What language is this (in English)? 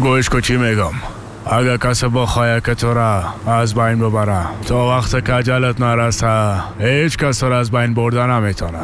Persian